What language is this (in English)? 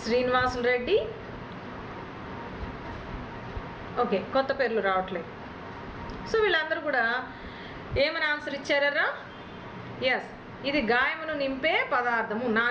Telugu